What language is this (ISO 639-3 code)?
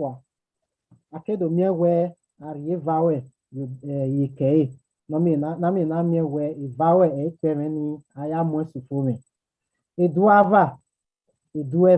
bin